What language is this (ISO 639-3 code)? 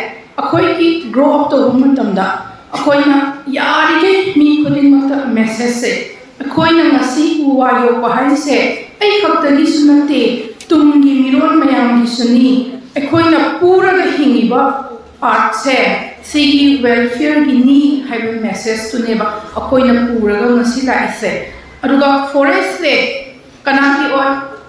mni